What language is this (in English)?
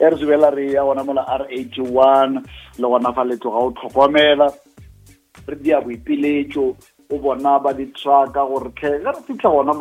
Northern Sotho